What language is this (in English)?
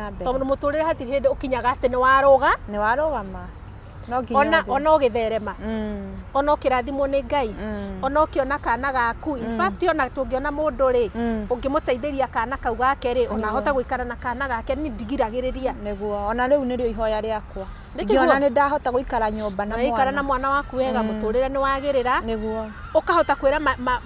Kikuyu